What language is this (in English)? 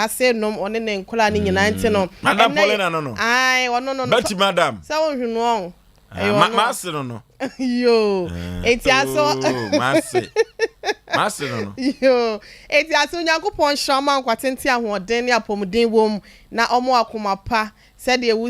Akan